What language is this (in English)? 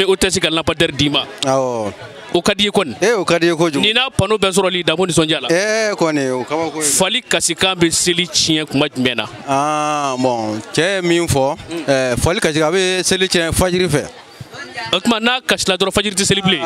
Bambara